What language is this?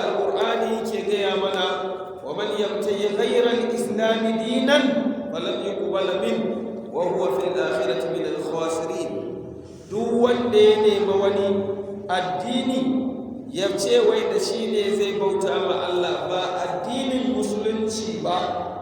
Hausa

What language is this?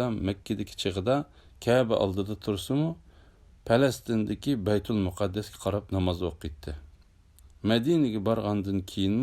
Uyghur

